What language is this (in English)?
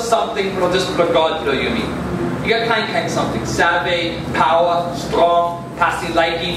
Tok Pisin